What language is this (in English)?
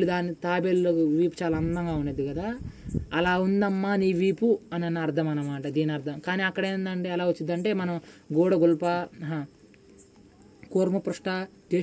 Telugu